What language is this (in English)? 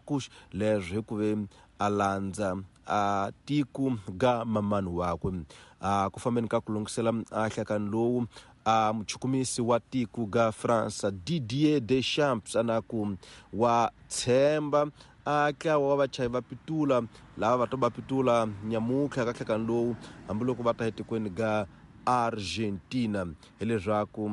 Tsonga